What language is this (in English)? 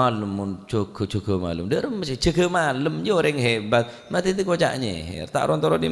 Madurese